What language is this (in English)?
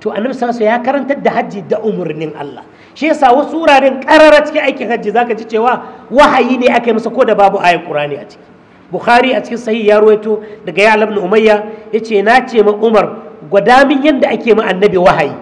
Hausa